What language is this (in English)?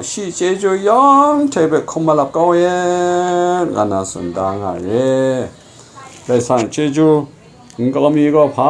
Kachin